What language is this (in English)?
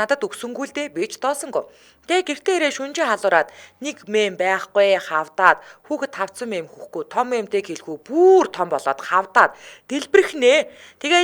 Mongolian